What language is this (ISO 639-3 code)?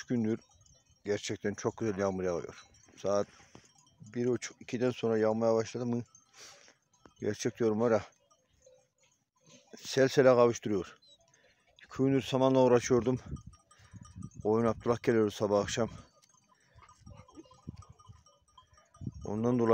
tur